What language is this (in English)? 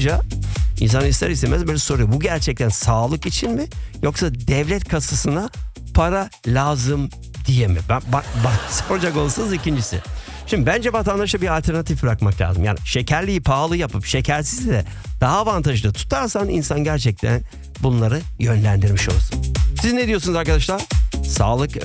Turkish